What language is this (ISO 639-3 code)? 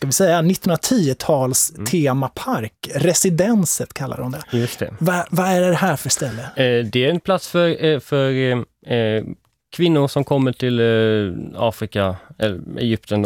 swe